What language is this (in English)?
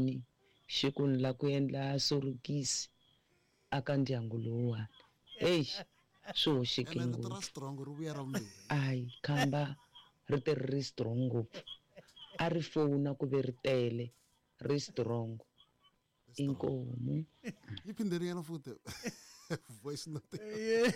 Tsonga